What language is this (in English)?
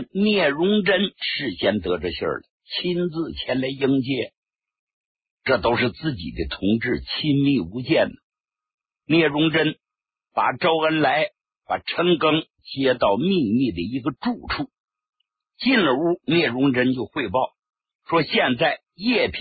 Chinese